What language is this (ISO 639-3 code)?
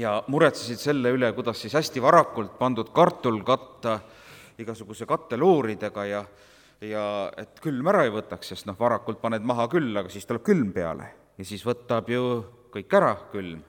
est